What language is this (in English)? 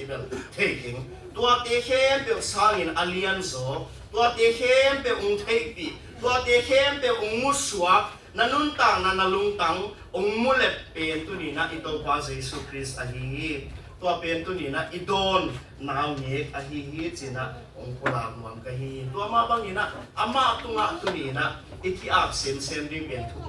Tedim Chin